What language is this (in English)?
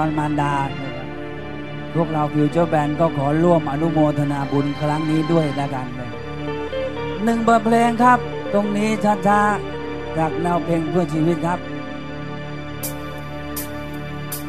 Thai